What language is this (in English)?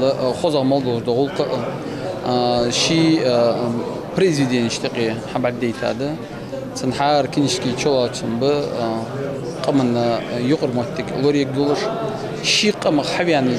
Ingush